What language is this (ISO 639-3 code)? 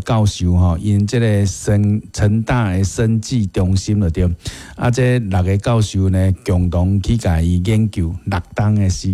nan